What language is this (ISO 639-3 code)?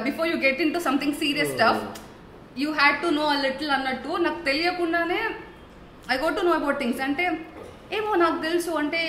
tel